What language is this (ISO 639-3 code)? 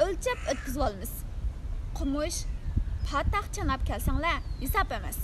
uig